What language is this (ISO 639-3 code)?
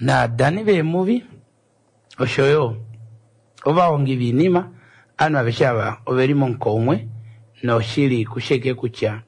kua